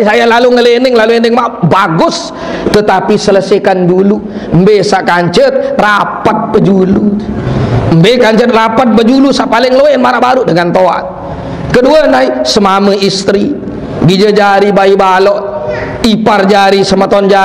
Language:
Sasak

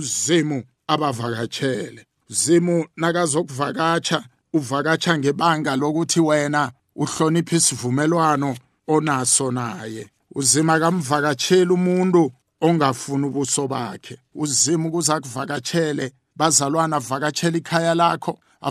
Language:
South Ndebele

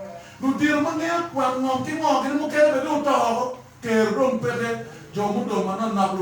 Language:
Acoli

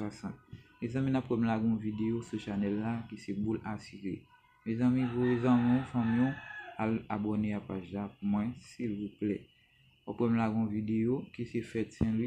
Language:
Haitian Creole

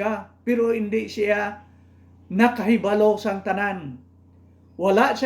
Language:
Hiligaynon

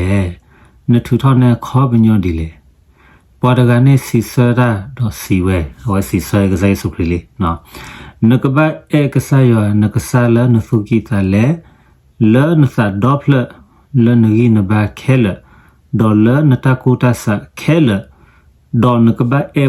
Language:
S'gaw Karen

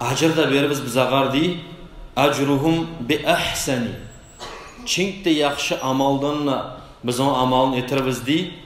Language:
Kumyk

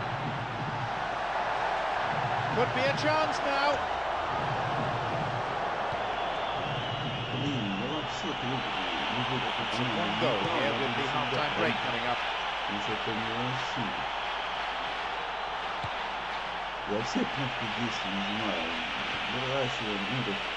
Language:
Russian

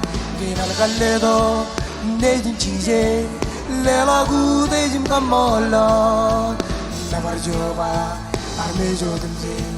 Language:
Marshallese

